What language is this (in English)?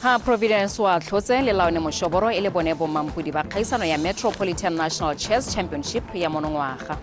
Tswana